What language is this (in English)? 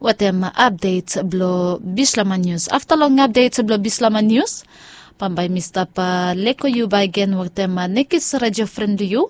Bislama